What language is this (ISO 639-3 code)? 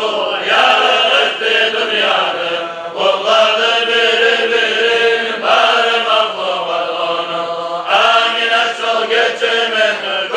kum